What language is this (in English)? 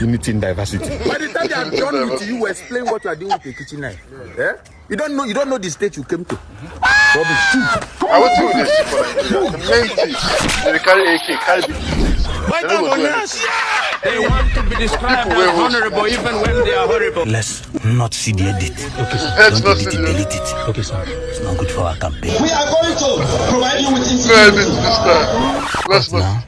Nigerian Pidgin